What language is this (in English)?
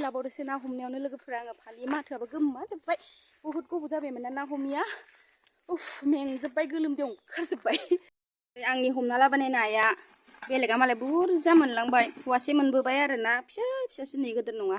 Bodo